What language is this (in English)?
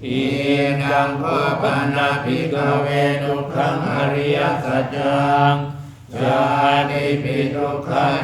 Pali